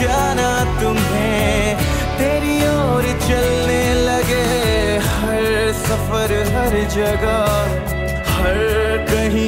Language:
Hindi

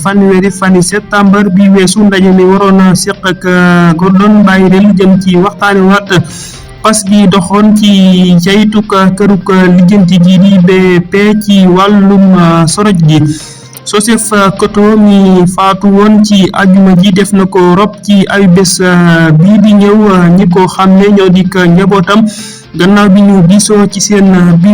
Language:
Wolof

